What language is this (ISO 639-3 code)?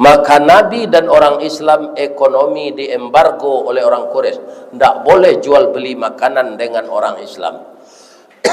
min